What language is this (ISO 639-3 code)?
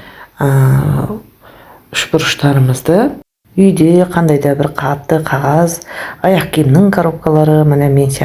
kaz